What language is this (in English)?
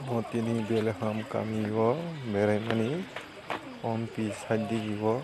Kok Borok